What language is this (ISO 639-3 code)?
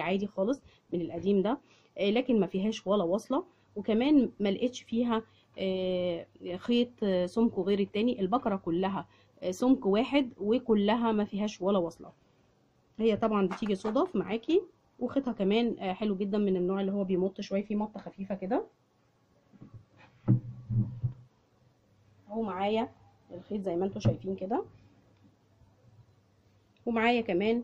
arz